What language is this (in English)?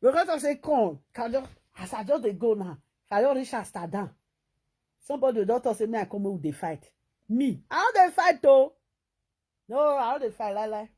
Nigerian Pidgin